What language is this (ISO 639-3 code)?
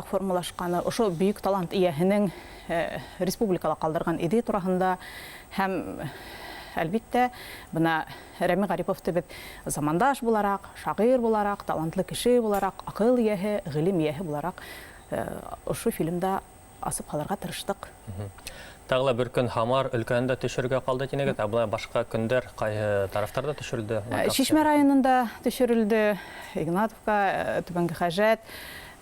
bak